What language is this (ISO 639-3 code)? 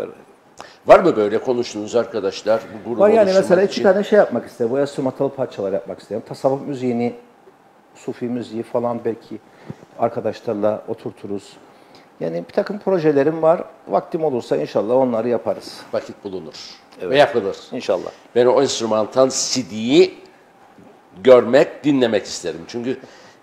tur